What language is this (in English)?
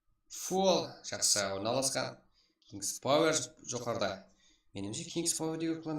Kara-Kalpak